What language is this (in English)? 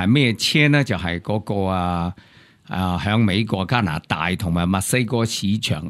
Cantonese